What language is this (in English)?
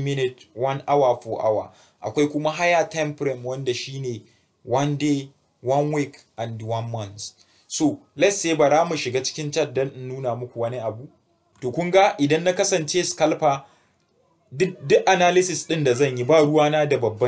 Hausa